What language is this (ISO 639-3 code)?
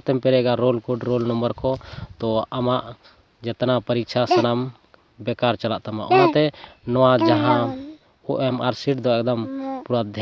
sat